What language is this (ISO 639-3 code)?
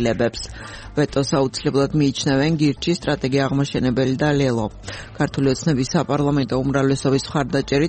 kat